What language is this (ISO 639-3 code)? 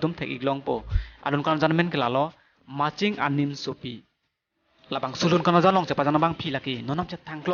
mjw